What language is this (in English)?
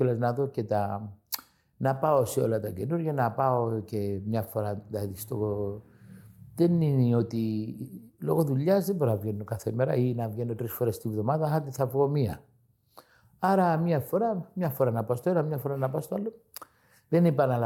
Greek